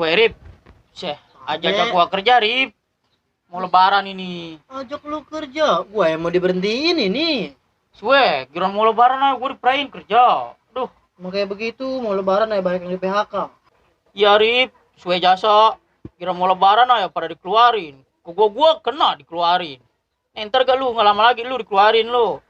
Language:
Betawi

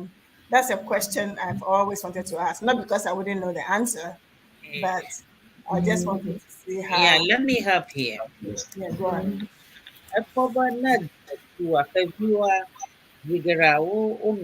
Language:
Ewe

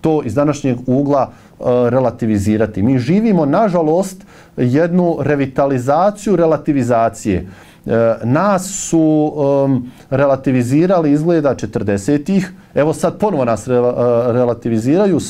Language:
Bosnian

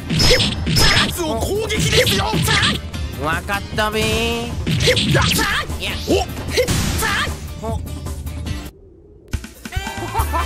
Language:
Japanese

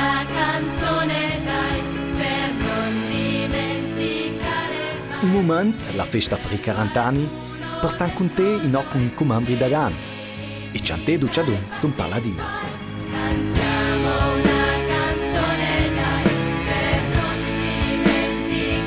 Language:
Ladin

